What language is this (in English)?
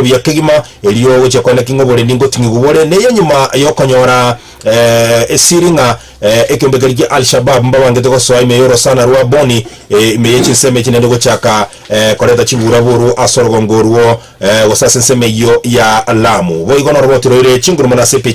Gusii